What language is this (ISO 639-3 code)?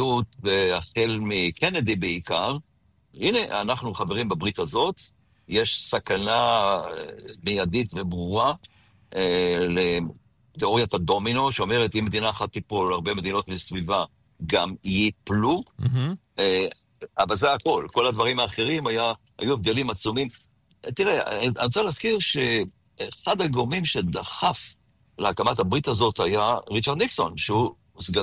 heb